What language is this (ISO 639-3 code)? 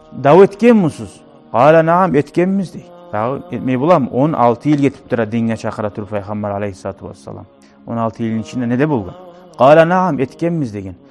kum